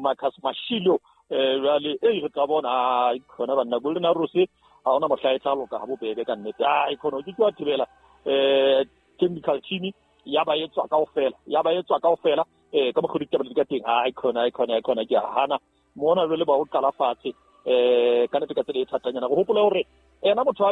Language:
Southern Sotho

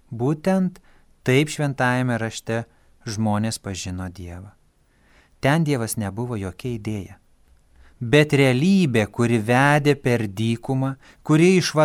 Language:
Lithuanian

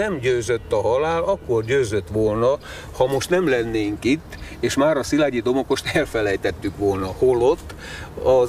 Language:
Hungarian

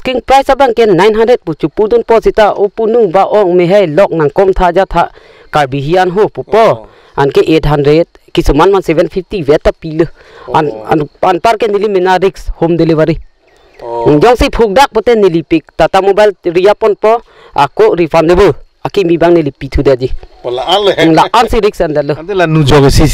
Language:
Karbi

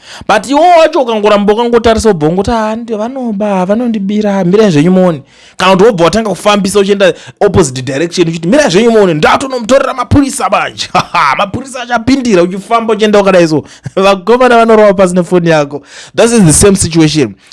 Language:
Shona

